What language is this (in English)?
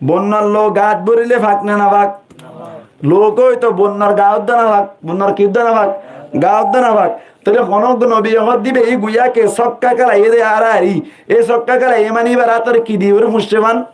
Rohingya